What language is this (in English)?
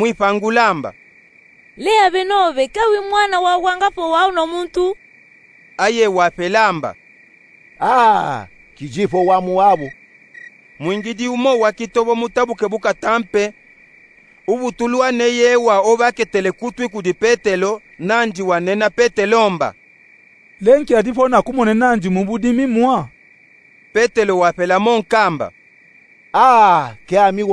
Luba-Katanga